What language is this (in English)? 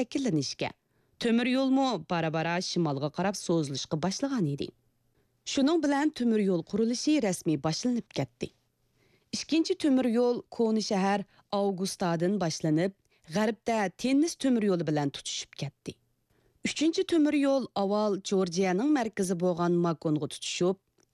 Uyghur